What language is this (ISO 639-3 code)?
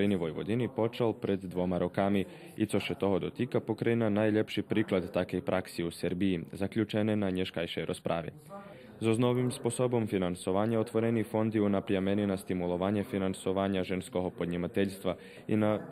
rue